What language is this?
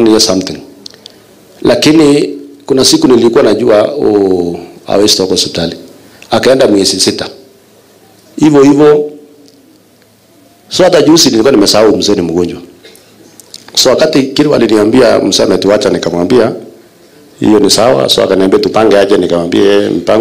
Swahili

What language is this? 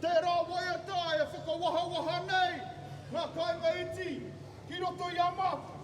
Māori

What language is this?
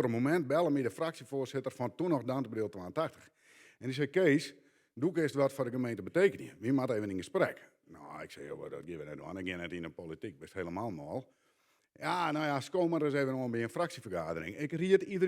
Western Frisian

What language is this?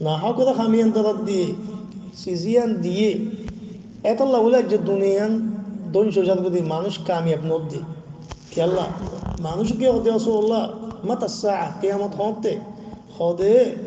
Rohingya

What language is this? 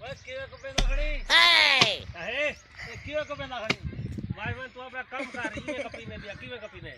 Saraiki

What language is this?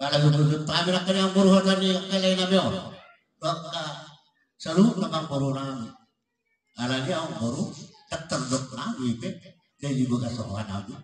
Batak Toba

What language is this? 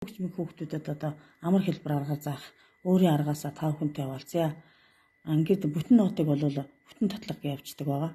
Mongolian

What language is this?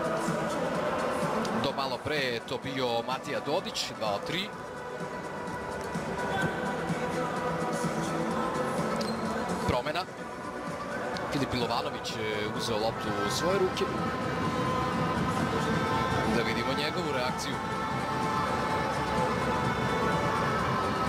Serbian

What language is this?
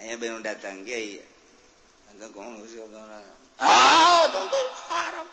Sundanese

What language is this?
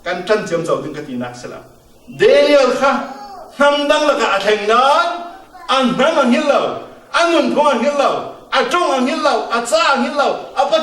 Falam Chin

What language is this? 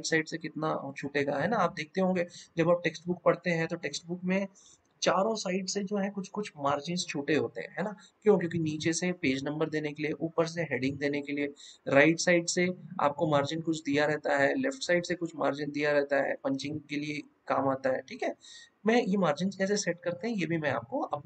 Hindi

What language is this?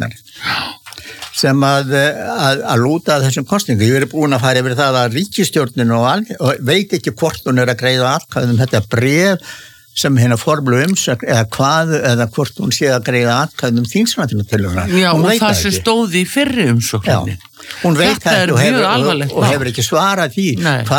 Icelandic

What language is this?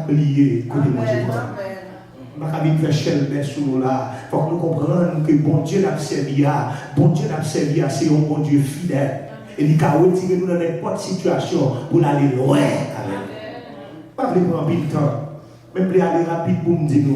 Haitian Creole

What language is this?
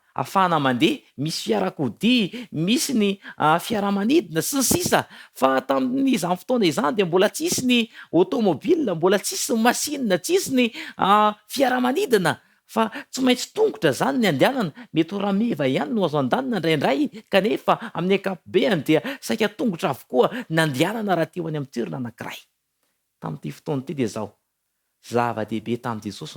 Malagasy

